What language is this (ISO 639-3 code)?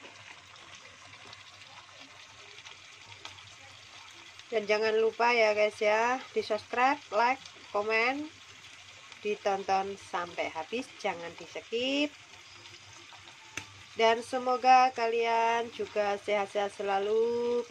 ind